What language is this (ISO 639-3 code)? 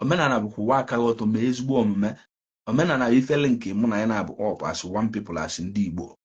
ibo